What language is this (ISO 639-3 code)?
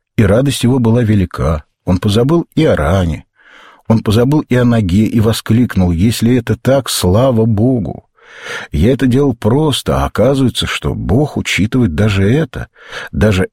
rus